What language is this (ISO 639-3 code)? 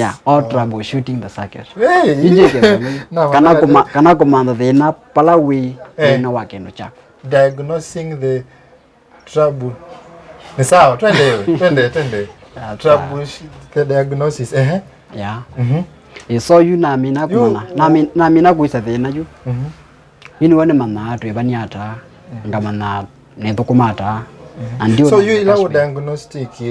kam